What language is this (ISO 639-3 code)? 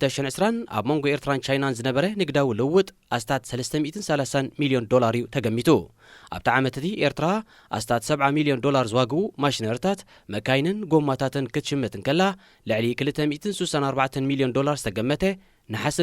tir